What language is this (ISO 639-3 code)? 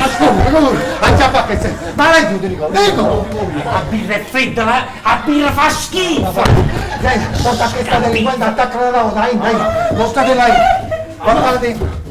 nap